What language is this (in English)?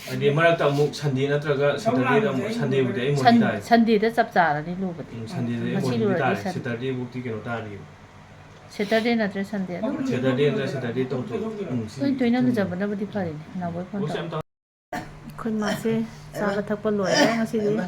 Manipuri